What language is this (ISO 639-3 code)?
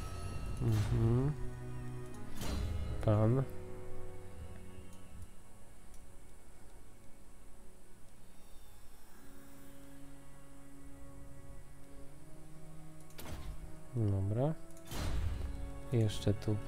pol